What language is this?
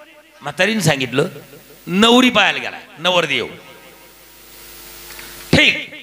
Marathi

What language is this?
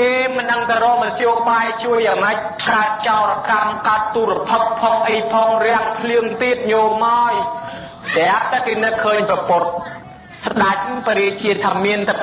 Khmer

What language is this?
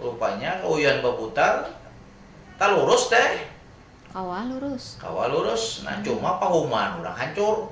Banjar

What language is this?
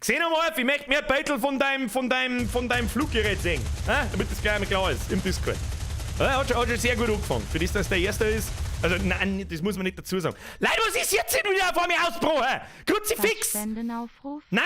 Bavarian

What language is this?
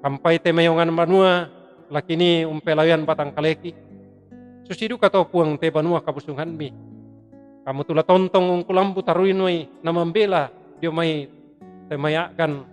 Toraja-Sa'dan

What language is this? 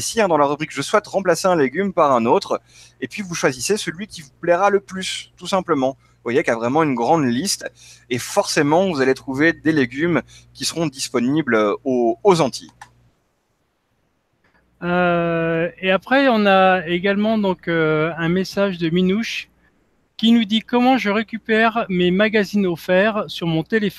French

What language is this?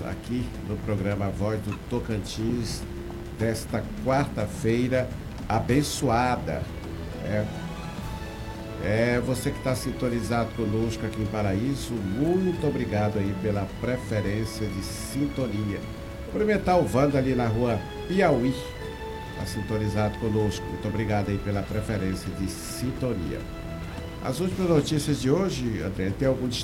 Portuguese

